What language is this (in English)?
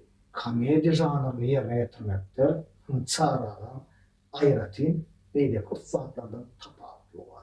Turkmen